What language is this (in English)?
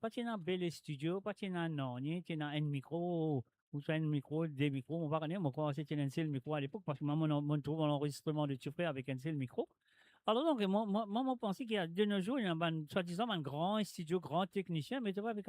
Morisyen